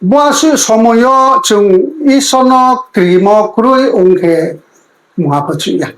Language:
Riang (India)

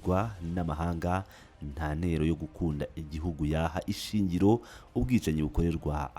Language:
Kinyarwanda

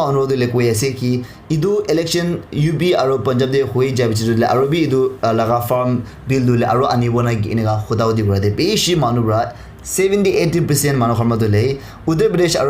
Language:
Naga Pidgin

